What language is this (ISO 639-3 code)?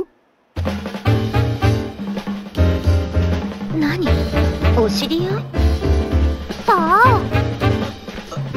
jpn